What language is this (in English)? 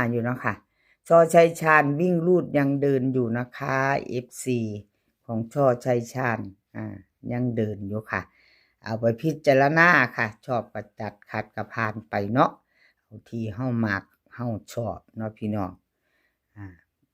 Northeastern Thai